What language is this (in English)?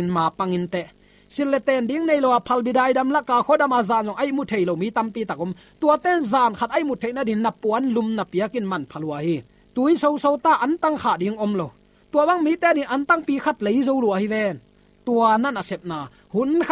Tedim Chin